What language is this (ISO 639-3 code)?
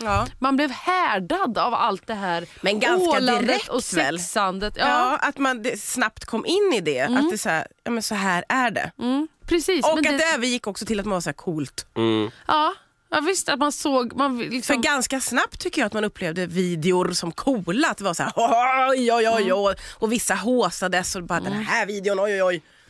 swe